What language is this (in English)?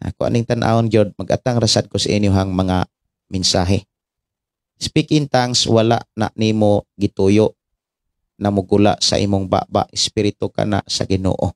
Cebuano